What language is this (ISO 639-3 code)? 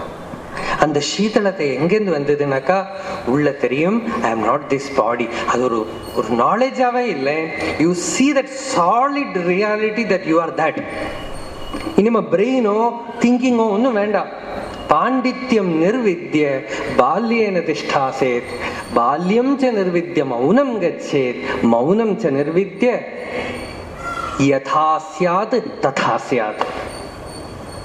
tam